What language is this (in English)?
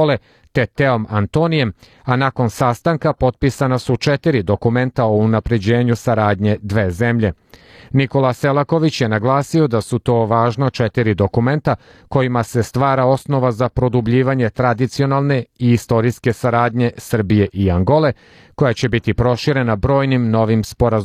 Serbian